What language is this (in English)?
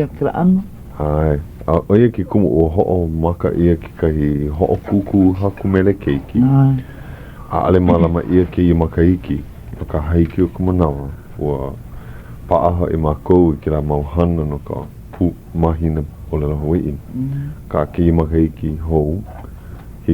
Hawaiian